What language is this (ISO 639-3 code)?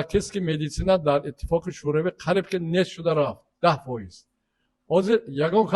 tgk